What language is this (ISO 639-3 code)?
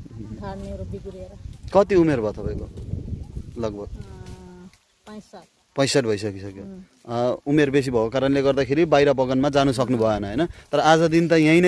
nep